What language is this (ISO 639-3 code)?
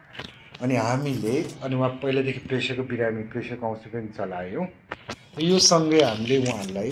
nep